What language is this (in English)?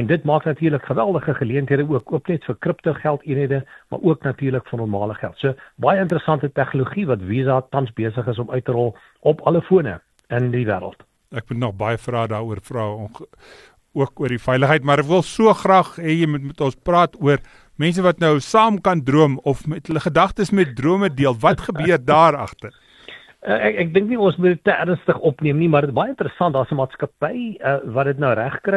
Afrikaans